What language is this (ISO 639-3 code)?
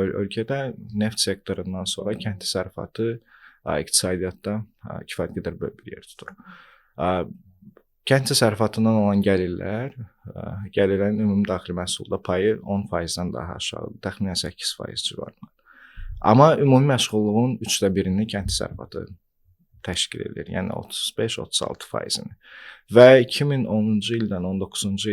aze